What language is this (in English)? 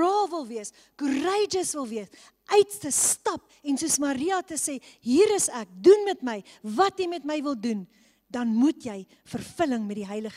Afrikaans